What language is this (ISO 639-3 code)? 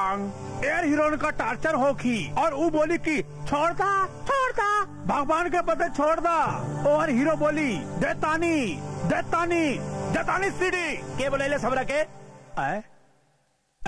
bho